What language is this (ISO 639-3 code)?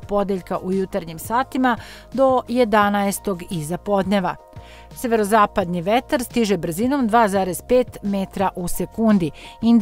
srp